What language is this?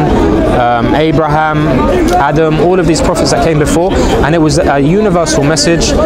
English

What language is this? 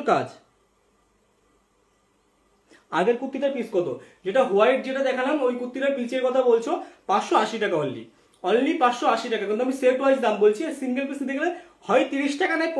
Bangla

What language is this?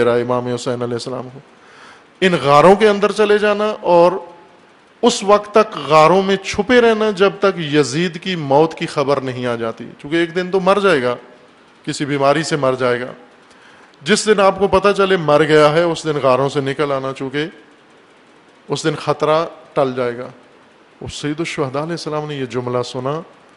Urdu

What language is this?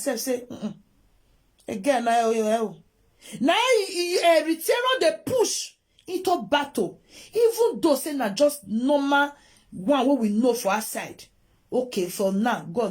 Nigerian Pidgin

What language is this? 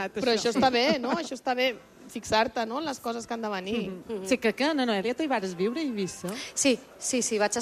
Catalan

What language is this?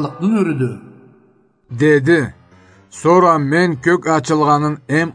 Karachay-Balkar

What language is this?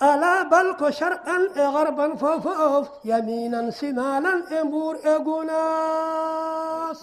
Fula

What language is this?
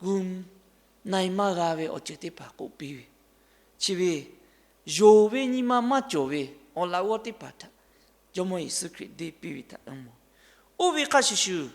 Lahu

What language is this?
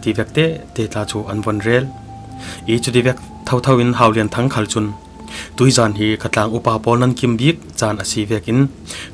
Falam Chin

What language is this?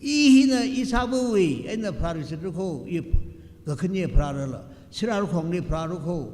Tangkhul Naga (India)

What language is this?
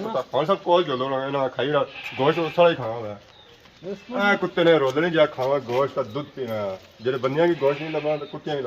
Pahari-Potwari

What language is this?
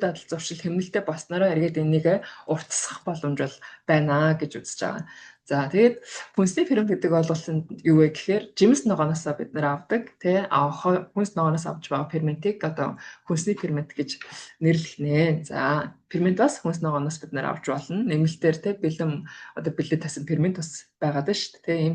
Mongolian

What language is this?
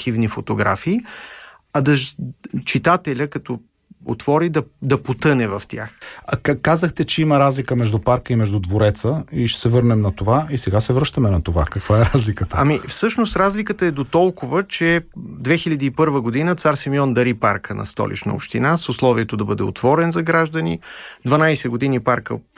Bulgarian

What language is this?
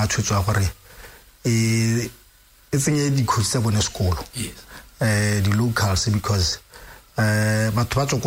Tswana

